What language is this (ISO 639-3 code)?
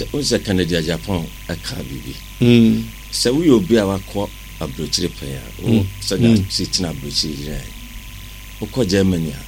aka